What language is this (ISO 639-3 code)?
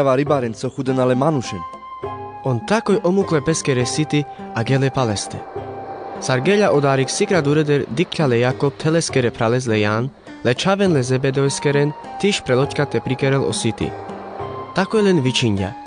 rmc